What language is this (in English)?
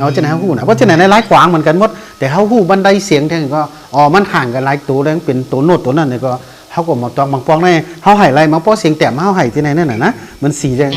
Shan